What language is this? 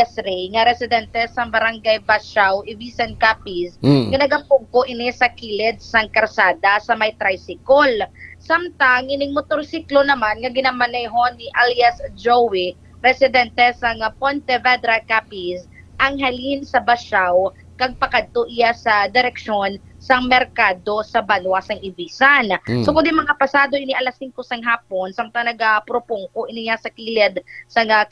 Hiligaynon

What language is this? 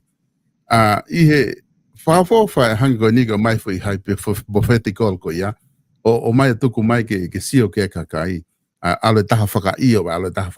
Tongan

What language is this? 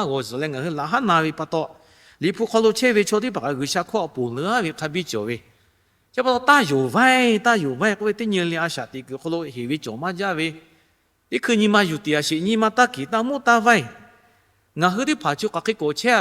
Lahu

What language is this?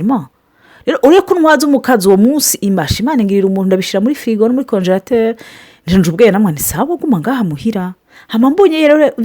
Rundi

